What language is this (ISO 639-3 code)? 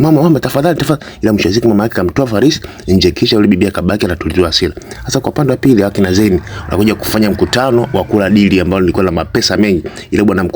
swa